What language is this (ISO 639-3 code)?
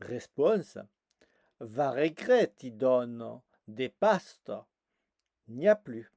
oci